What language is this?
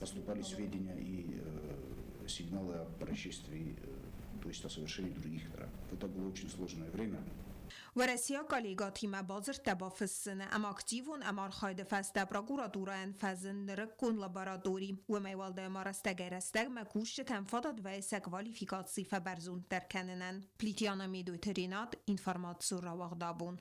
Ossetic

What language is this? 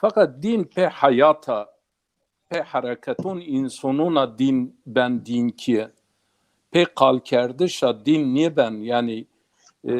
Zaza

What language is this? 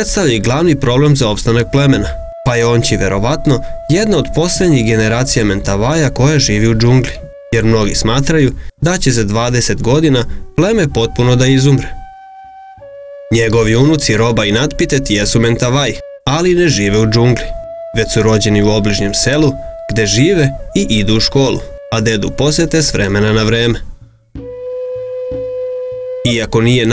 Serbian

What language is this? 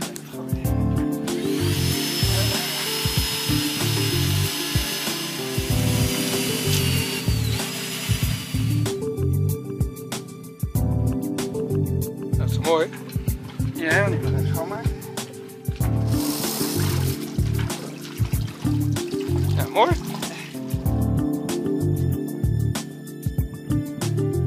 Dutch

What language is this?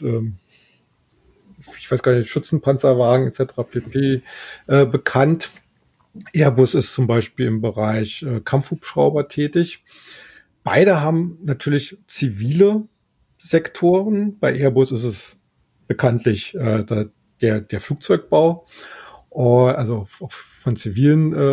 German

